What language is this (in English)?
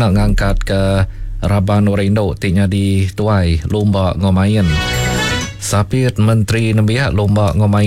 Iban